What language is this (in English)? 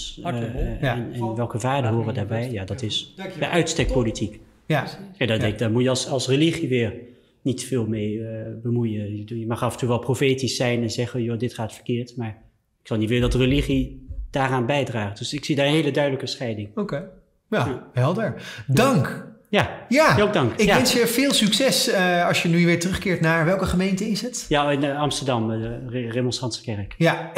Dutch